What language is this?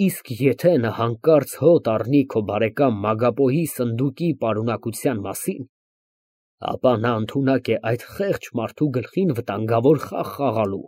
Armenian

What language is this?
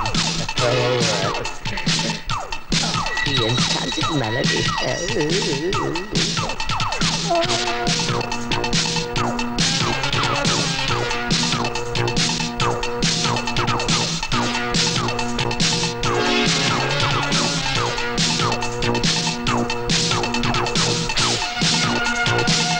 Malayalam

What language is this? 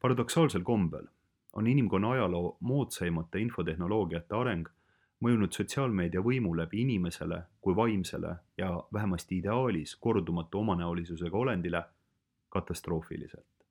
Estonian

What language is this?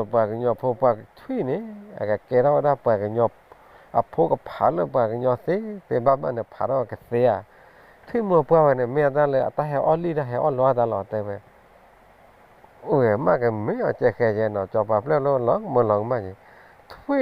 S'gaw Karen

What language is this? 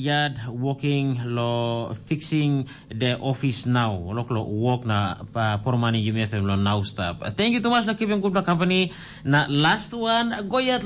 Tok Pisin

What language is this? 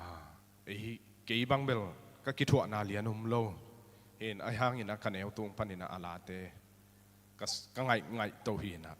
Tedim Chin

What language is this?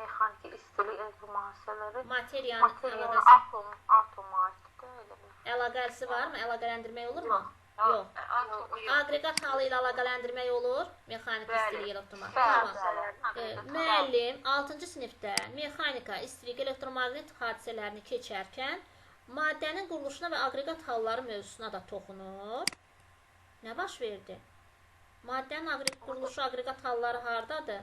Azerbaijani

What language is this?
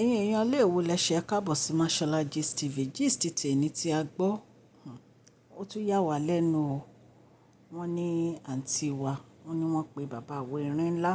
Yoruba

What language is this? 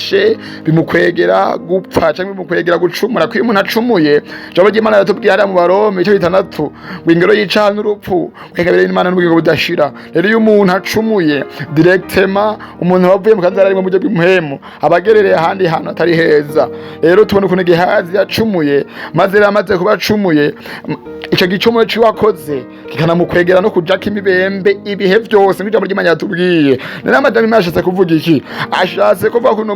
Rundi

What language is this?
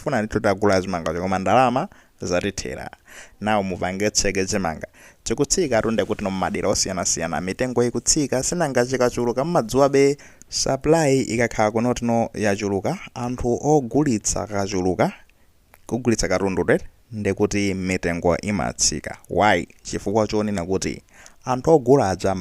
Nyanja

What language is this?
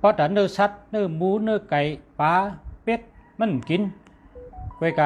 Shan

